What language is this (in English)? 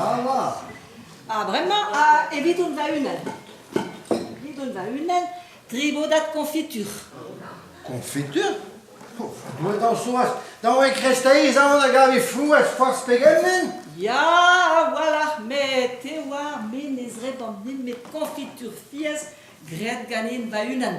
Breton